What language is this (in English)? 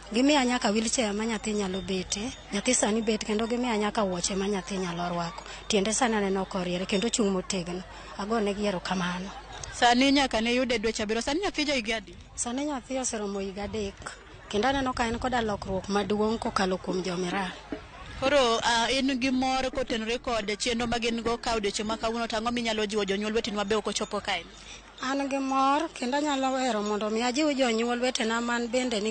Luo (Kenya and Tanzania)